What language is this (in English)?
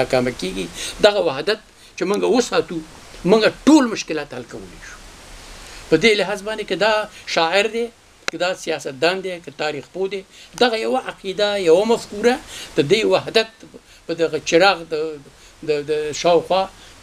Pashto